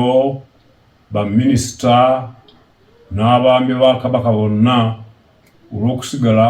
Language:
Ganda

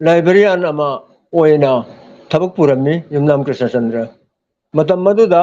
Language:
Manipuri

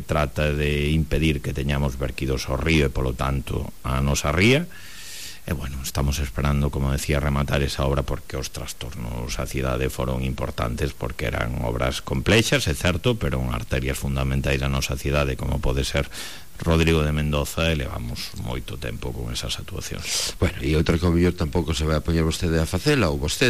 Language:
Galician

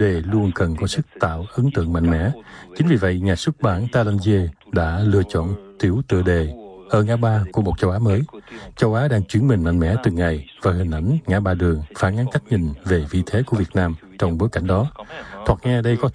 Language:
Vietnamese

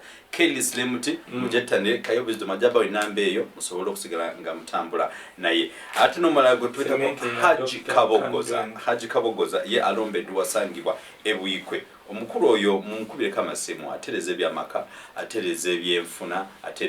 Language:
Ganda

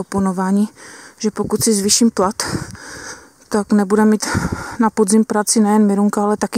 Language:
Czech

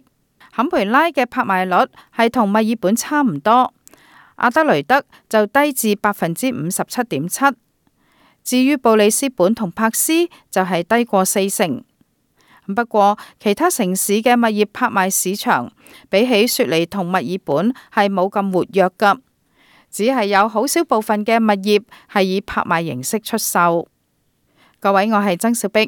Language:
Cantonese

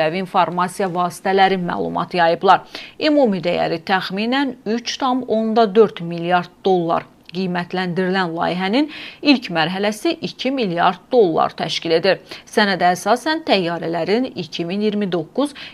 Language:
Azerbaijani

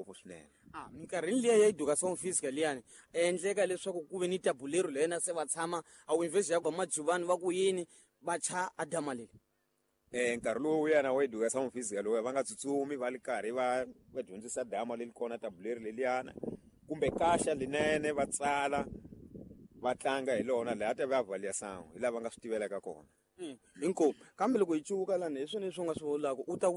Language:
Tsonga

